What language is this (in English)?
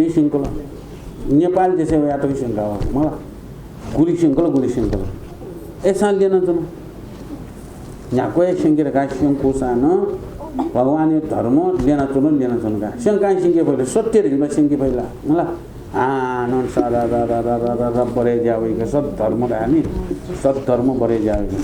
Newari